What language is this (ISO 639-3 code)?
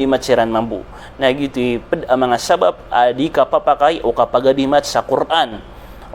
mrw